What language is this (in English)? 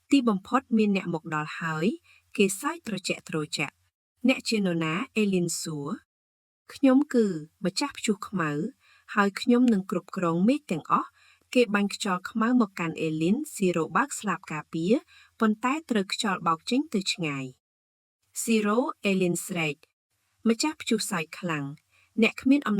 Khmer